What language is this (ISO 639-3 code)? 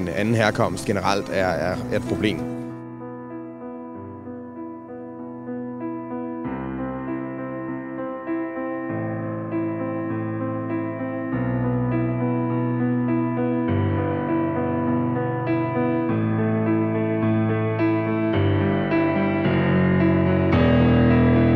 dan